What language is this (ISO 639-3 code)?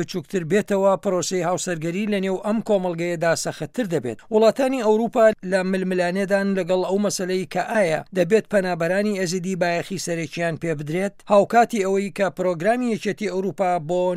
ckb